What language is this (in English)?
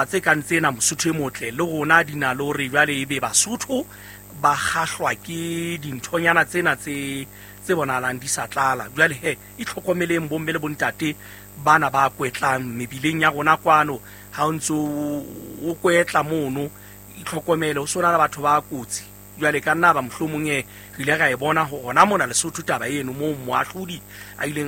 Southern Sotho